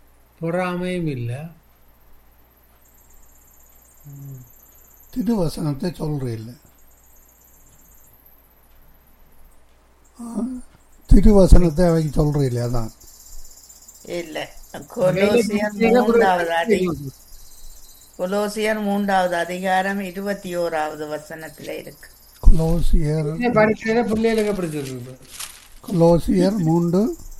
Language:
Tamil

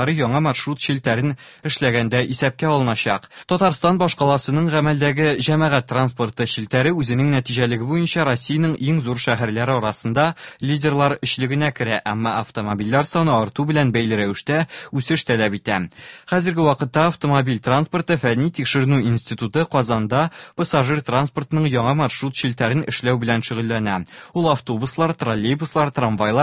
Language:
Tatar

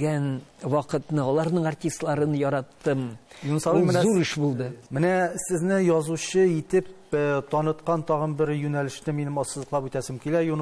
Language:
Tatar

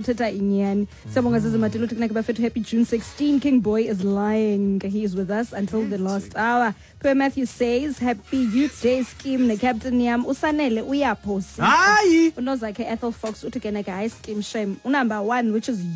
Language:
Xhosa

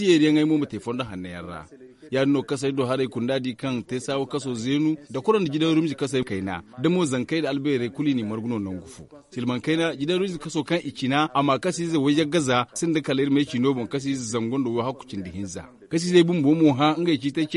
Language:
Zarma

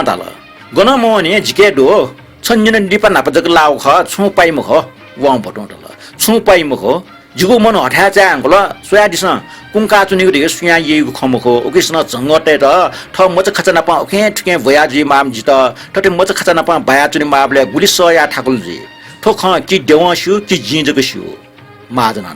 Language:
Newari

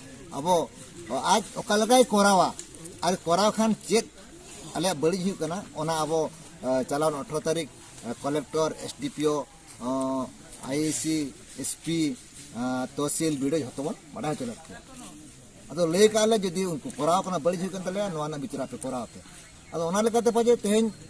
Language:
Santali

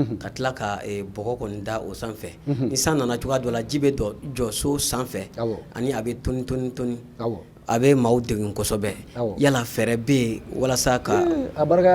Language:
Bambara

